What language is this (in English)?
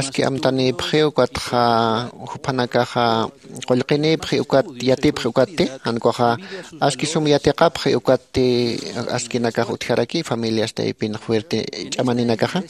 Aymara